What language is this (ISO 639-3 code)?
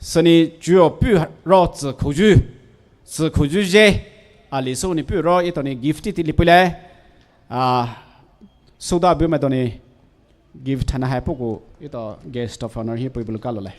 pmx